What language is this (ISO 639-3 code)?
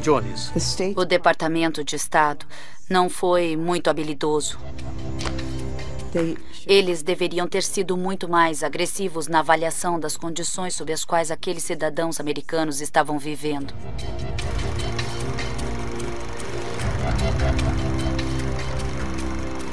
por